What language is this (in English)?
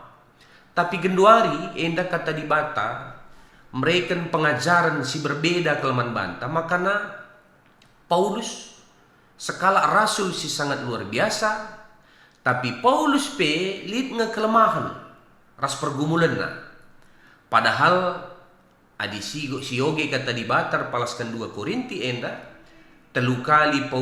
Batak Karo